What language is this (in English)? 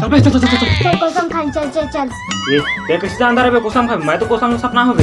Chhattisgarhi